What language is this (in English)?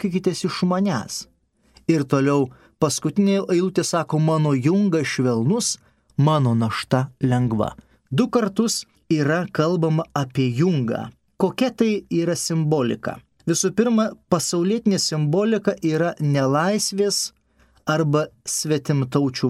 Lithuanian